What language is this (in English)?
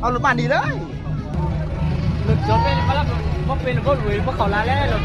Lao